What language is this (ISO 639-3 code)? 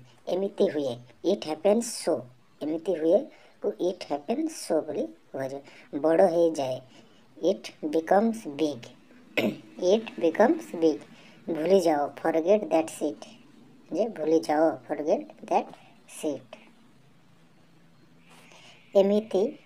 ori